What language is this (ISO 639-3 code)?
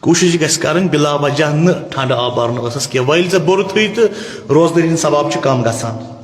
kas